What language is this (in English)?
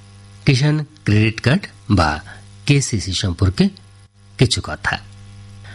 Bangla